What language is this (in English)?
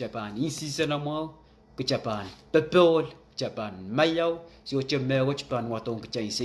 Pohnpeian